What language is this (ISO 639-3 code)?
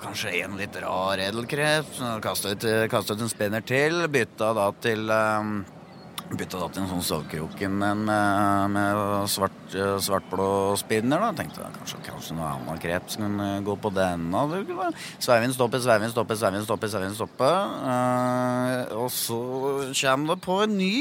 nor